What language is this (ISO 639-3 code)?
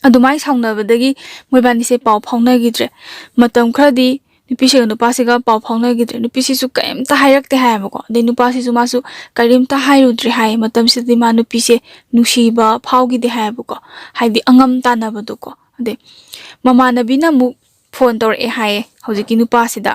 mni